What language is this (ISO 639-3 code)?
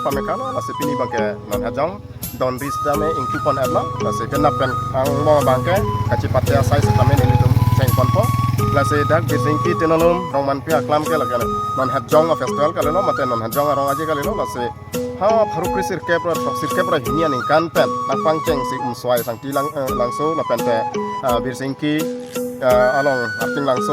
mjw